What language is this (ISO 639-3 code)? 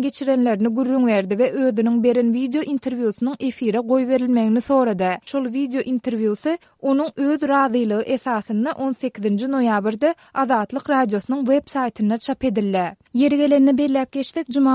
tuk